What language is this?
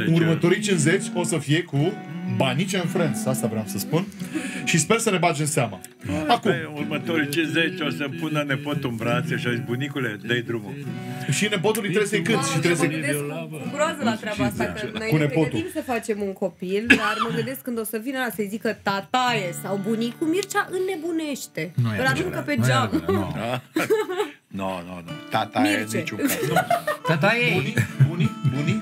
Romanian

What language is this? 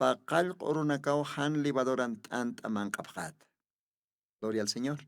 Aymara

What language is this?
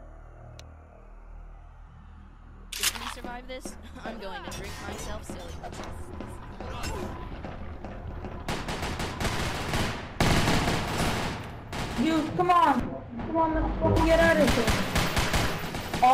English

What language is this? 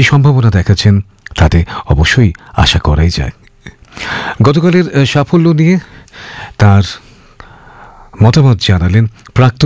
Bangla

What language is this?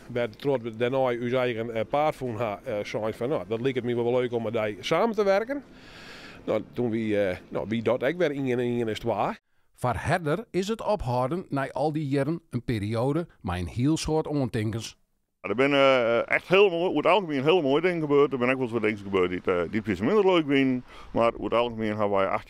Western Frisian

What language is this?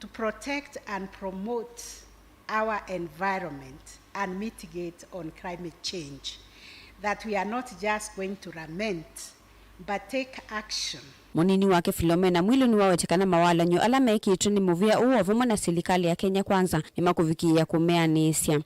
Kamba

